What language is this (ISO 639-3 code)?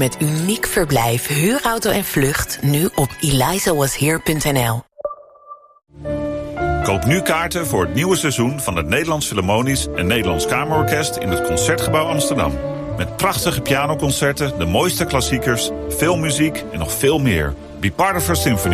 nld